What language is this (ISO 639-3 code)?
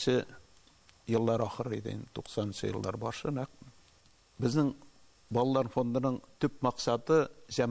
tat